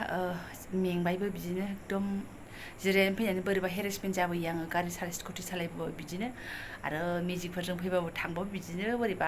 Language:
Bodo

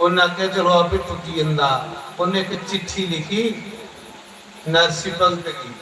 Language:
Dogri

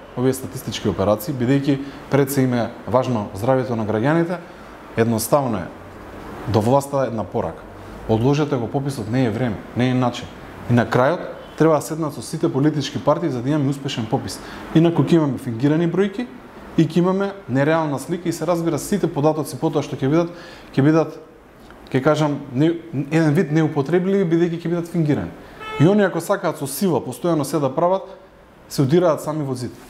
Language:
Macedonian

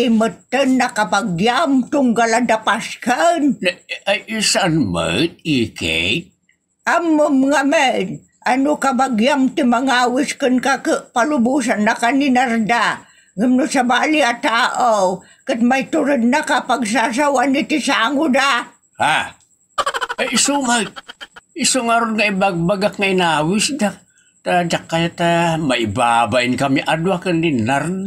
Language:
Iloko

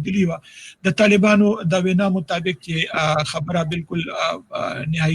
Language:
Pashto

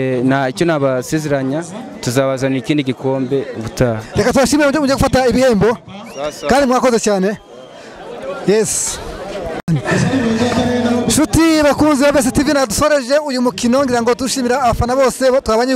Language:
Kinyarwanda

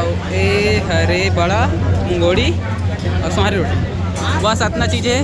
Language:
Chhattisgarhi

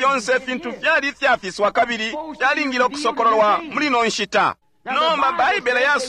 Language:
Bemba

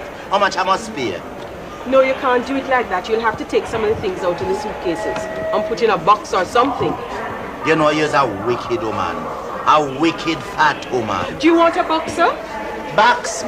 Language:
Jamaican Creole English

